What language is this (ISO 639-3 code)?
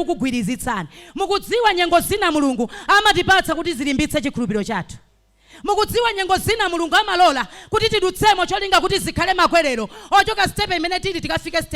nya